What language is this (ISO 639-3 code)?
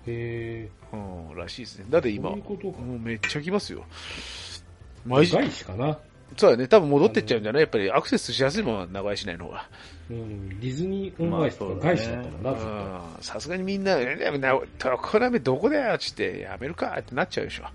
jpn